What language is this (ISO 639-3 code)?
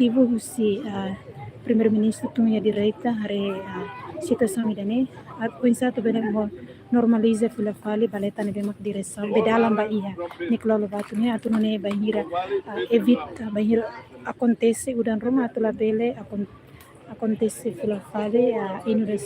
tet